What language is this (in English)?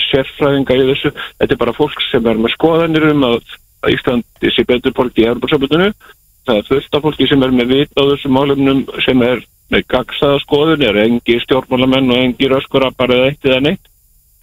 Icelandic